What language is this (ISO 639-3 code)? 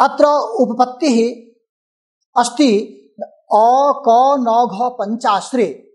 san